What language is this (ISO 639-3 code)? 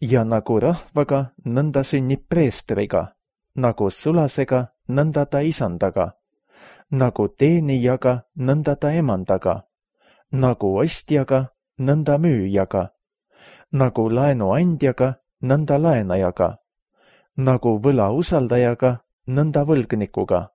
est